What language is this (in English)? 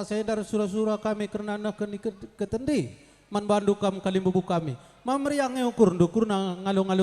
Batak Karo